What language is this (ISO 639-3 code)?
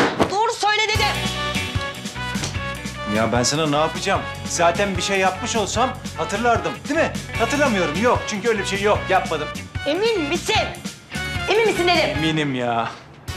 tur